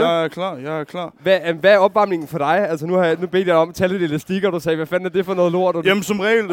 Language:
Danish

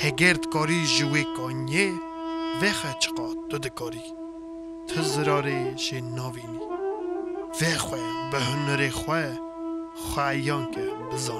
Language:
Kurdish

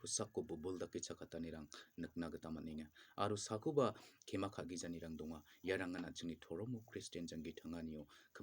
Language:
Garo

